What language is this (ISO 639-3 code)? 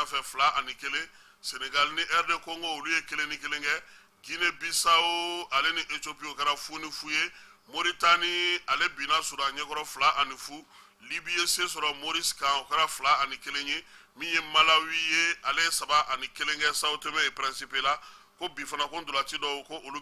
bam